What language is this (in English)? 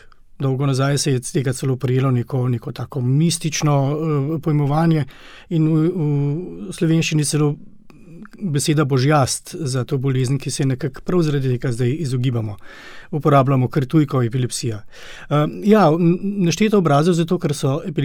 Slovenian